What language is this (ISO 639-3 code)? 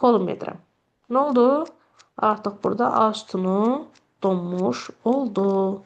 aze